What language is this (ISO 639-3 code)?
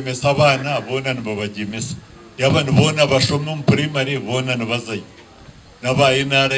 nyn